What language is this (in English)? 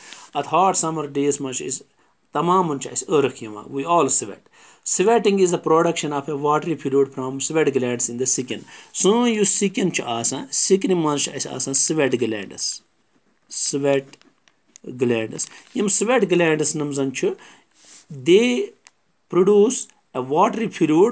Kashmiri